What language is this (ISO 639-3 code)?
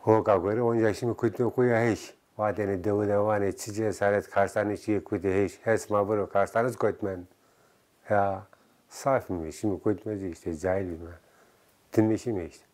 zza